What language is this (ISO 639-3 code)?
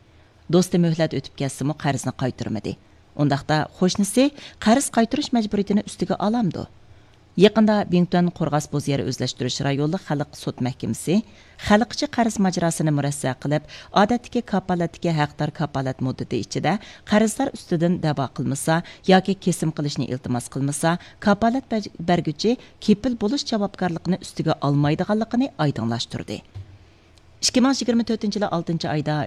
uig